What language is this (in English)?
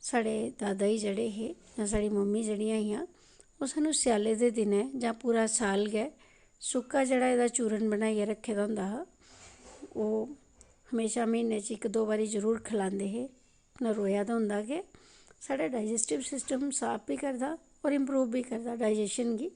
Dogri